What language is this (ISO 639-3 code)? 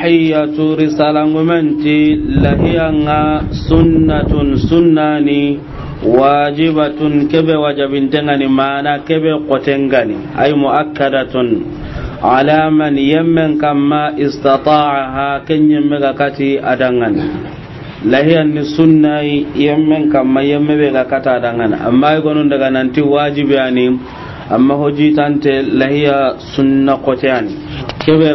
snk